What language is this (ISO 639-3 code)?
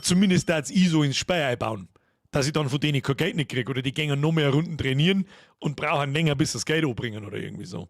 bar